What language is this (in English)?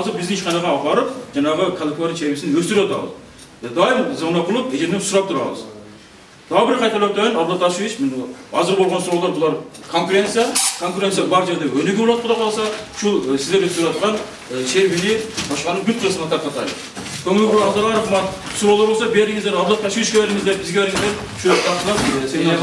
Kyrgyz